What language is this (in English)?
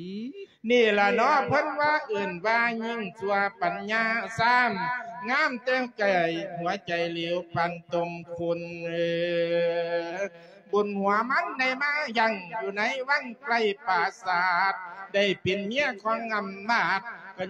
Lao